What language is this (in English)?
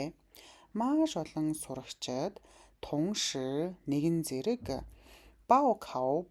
Mongolian